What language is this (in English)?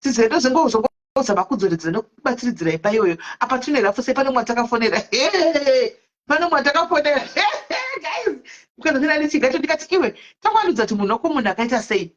Shona